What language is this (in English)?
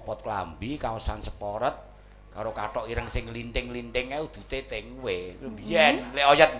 Javanese